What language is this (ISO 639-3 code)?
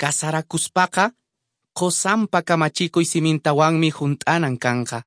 que